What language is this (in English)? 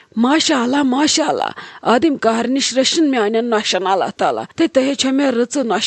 Kashmiri